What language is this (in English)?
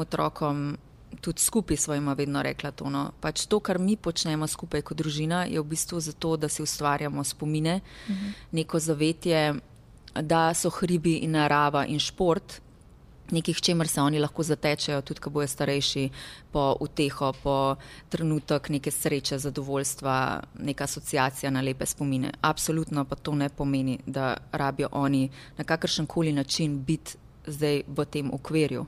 Slovenian